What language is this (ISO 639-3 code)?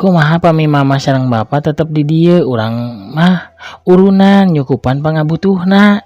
sun